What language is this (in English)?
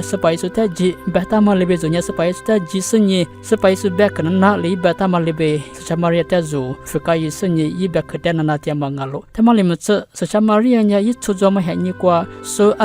Lisu